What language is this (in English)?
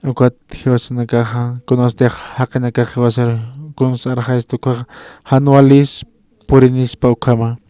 Aymara